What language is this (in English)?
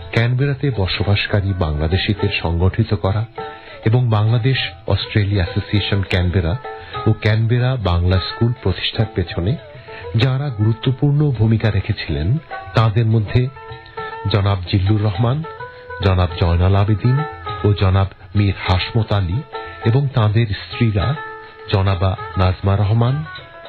Bangla